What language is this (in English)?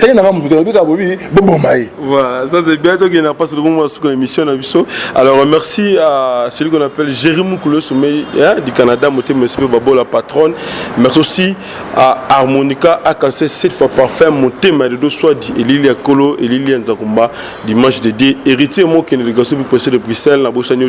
Lingala